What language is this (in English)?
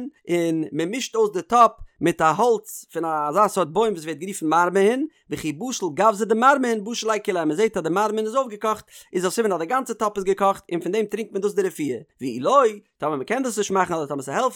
Yiddish